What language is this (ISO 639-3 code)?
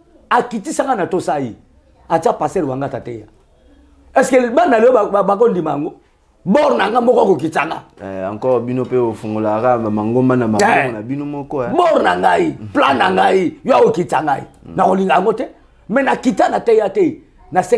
lin